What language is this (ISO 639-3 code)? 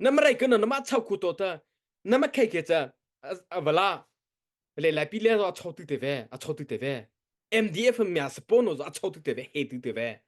mrh